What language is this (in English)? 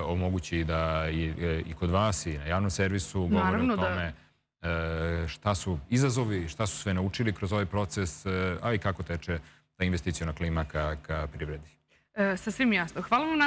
Serbian